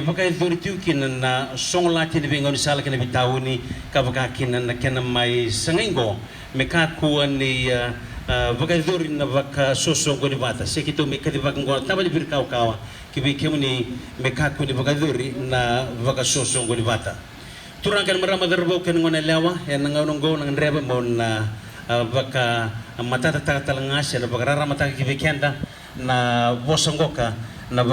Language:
Fijian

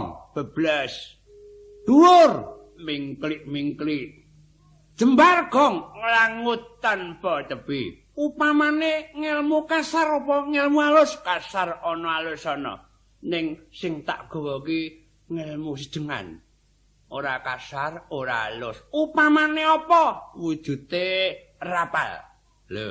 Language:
Javanese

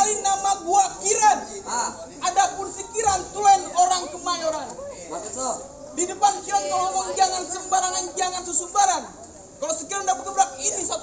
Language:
Betawi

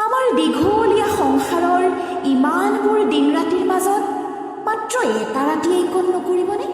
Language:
Assamese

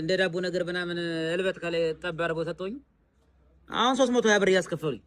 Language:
Amharic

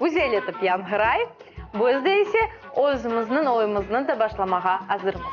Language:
Crimean Tatar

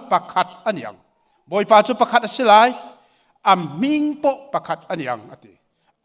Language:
Hakha Chin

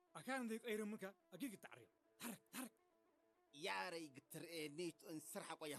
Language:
Tigre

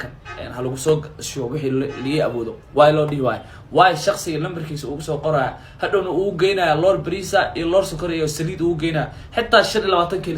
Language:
Somali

